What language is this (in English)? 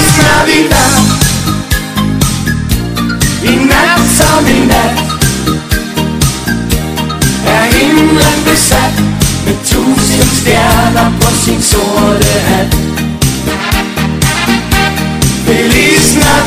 Danish